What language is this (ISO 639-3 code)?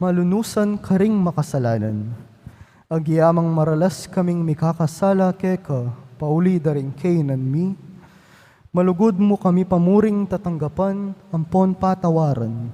pam